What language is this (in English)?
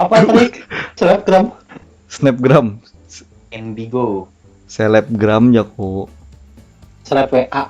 Banjar